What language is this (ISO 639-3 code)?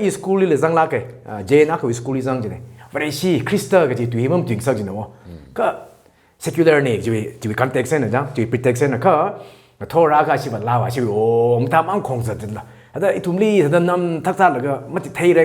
nmf